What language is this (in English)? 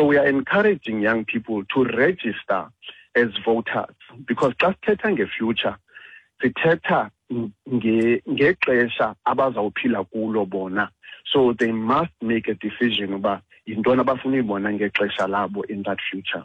Xhosa